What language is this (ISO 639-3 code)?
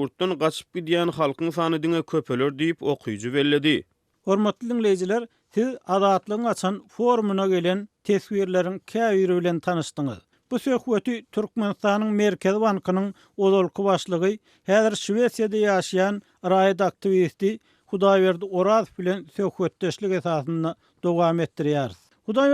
tuk